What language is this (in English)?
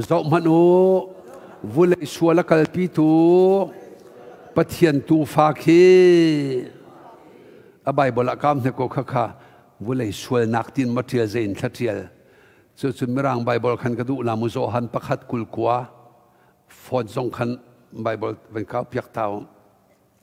Thai